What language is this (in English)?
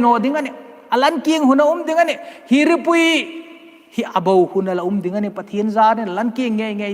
Hmar